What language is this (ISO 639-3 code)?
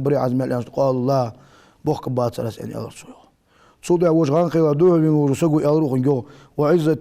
inh